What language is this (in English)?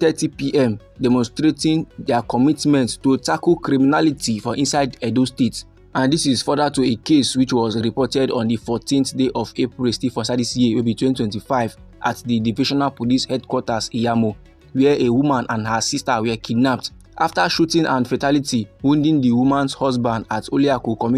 Nigerian Pidgin